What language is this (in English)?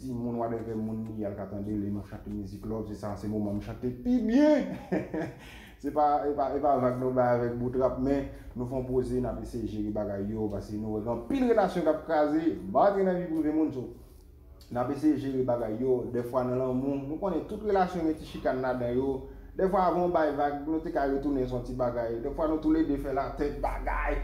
Haitian Creole